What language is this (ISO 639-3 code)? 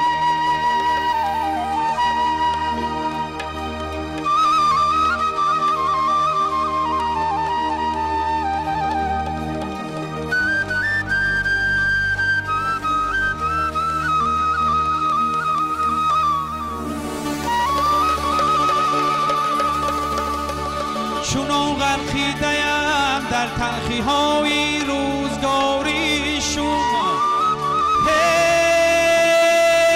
fas